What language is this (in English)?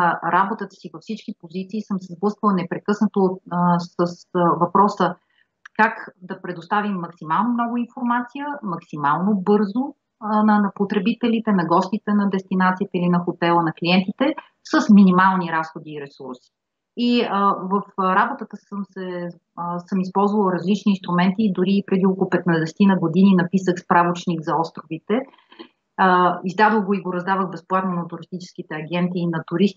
Bulgarian